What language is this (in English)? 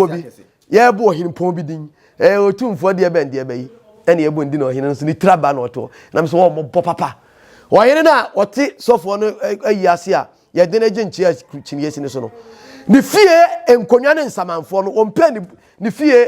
Akan